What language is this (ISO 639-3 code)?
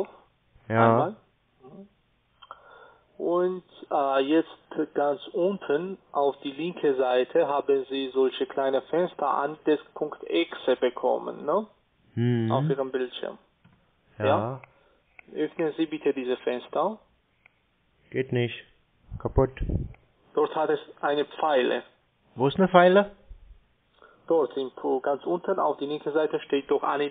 deu